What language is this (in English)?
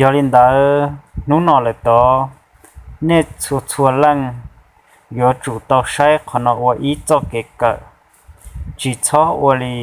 Hmong